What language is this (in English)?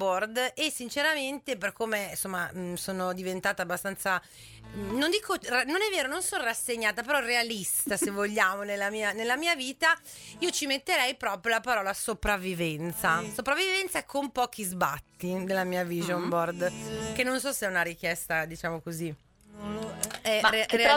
Italian